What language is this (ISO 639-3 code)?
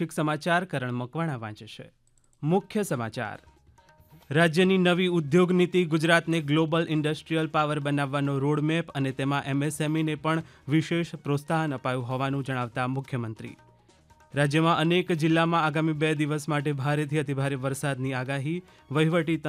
guj